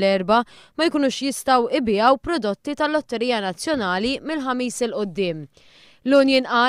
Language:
Maltese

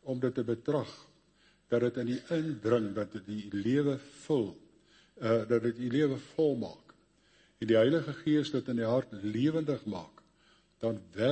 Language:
Afrikaans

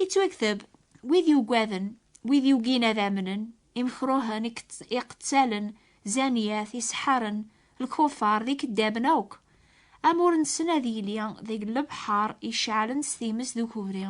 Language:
Kabyle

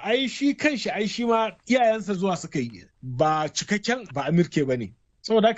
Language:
Hausa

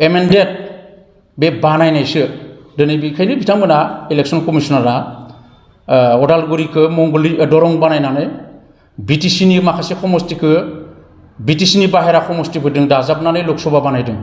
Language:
Bodo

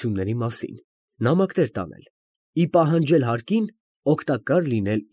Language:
Armenian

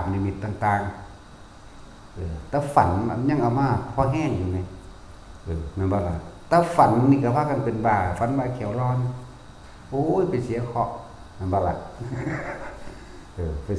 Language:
Northeastern Thai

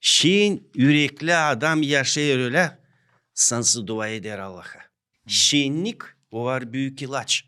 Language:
Gagauz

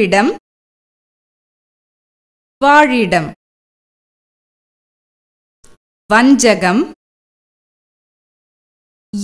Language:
Tamil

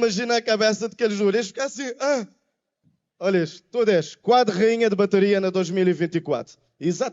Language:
Kabuverdianu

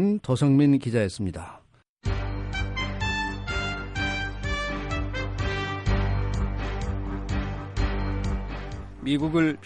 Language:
Korean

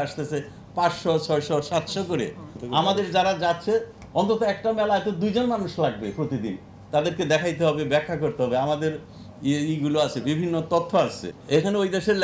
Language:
Bangla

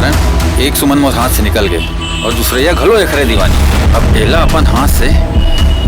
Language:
Chhattisgarhi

